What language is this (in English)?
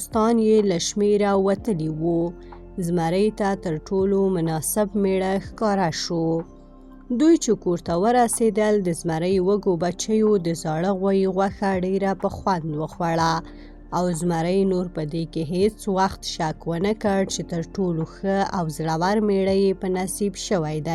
Pashto